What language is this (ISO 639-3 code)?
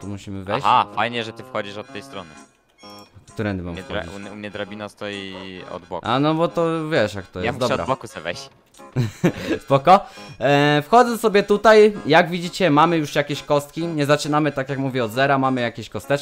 pol